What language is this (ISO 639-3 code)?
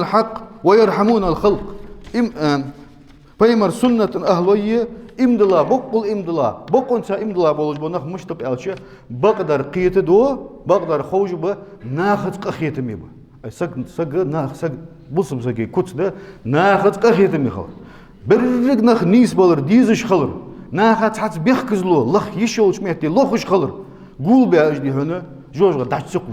inh